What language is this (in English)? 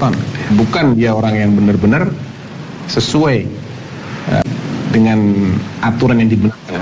Indonesian